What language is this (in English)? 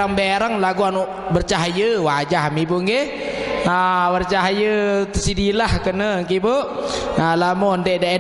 Sasak